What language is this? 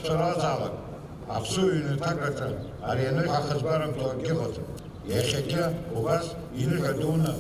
Abkhazian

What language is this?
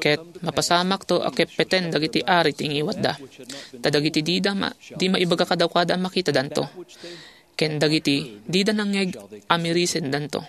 Iloko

